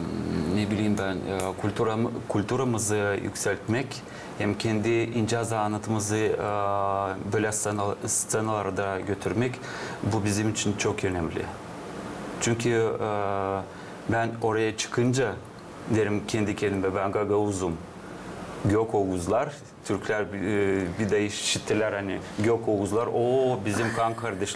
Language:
Gagauz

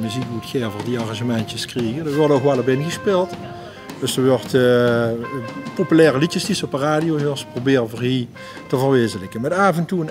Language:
Limburgish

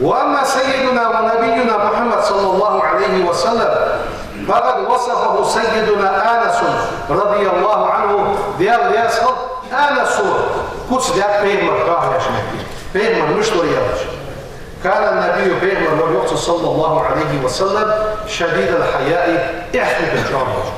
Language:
Ingush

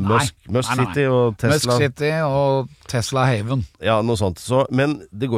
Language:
Norwegian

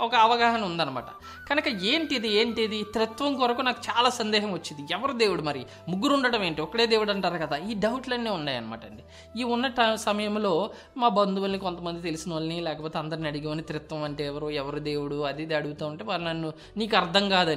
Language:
Telugu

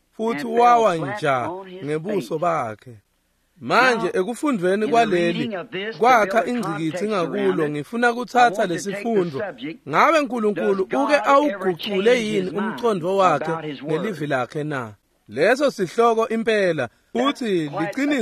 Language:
Swati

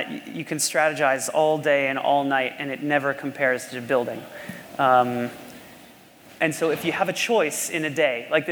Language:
English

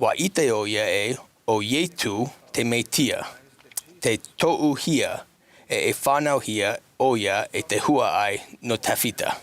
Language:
Tahitian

